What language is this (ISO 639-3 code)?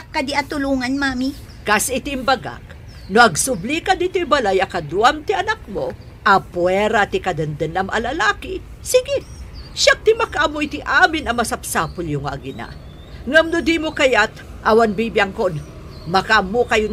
ilo